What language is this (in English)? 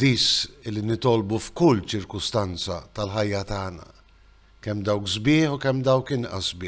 Maltese